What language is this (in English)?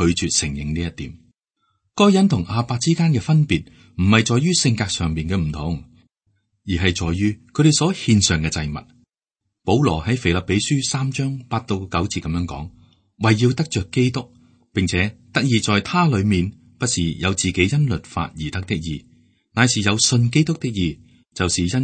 Cantonese